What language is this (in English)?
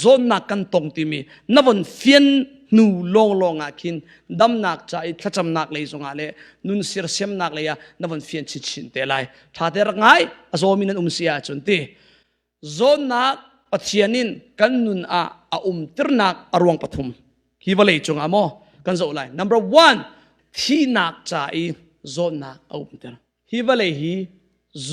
Hakha Chin